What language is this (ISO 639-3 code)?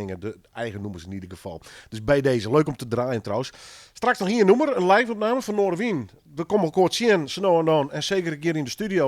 fry